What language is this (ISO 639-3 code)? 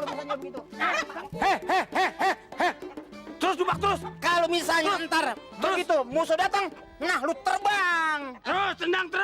bew